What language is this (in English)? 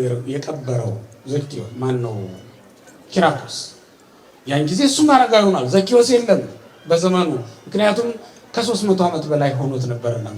Amharic